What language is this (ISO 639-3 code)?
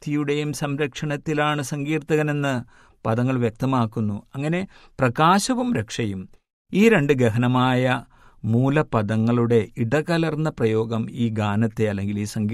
mal